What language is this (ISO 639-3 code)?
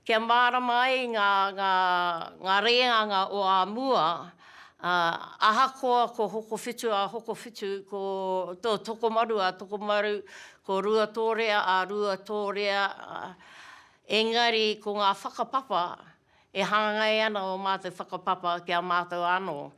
mri